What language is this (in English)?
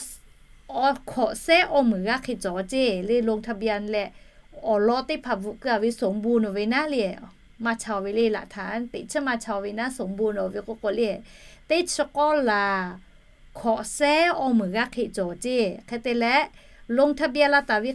Lahu